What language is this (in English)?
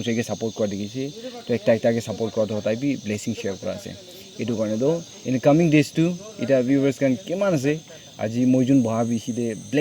Naga Pidgin